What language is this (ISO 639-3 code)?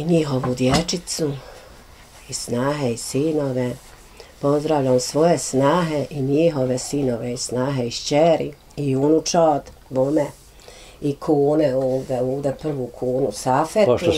bos